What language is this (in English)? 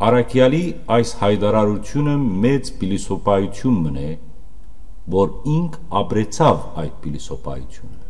Western Armenian